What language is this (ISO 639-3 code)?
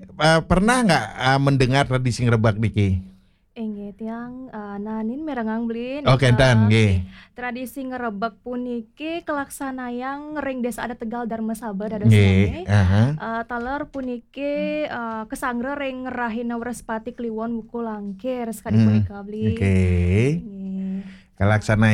ban